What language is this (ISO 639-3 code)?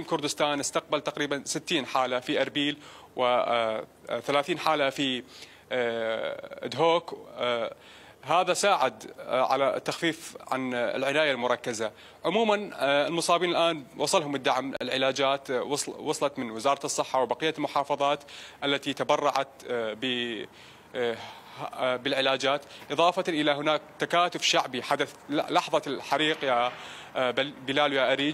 acm